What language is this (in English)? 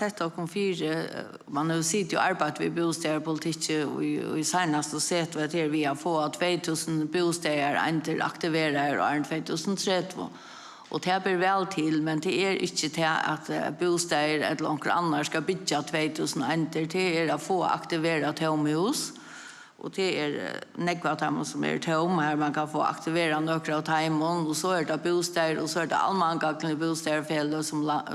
Faroese